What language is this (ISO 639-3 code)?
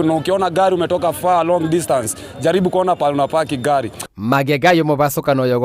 guz